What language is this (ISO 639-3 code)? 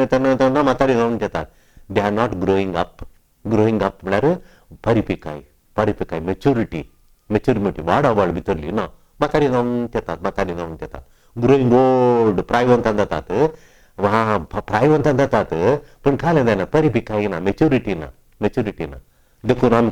kok